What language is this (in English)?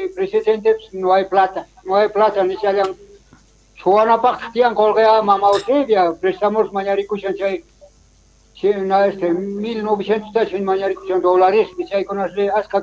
South Bolivian Quechua